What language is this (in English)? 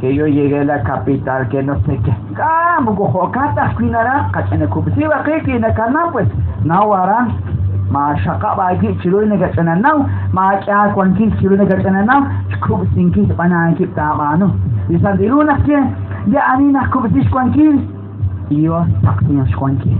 Kekchí